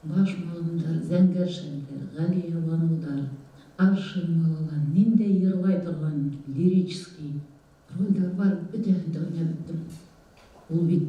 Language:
Bashkir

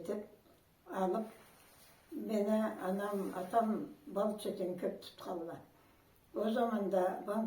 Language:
Karachay-Balkar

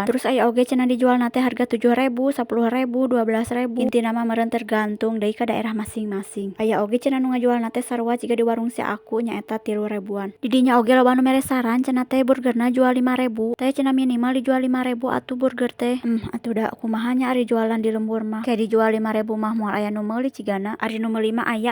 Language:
Sundanese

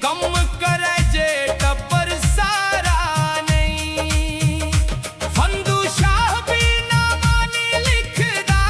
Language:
Dogri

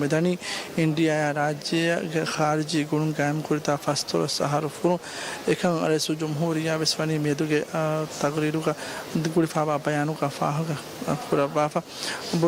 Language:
Divehi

